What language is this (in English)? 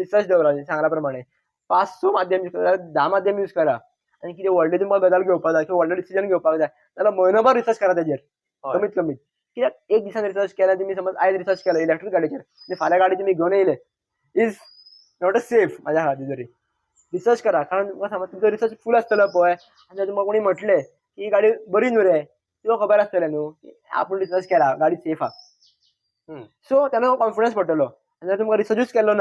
Konkani